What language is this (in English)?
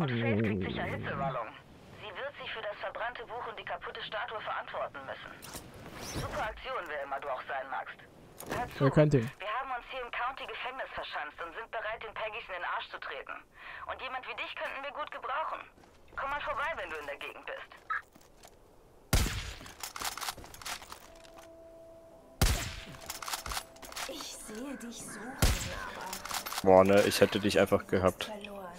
German